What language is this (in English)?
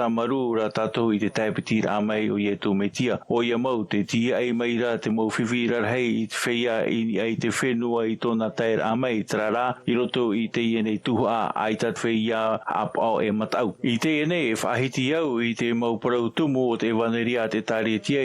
Tahitian